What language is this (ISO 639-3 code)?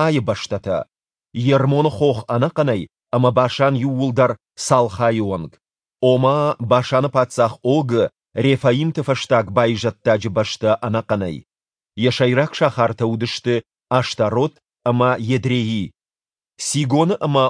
oss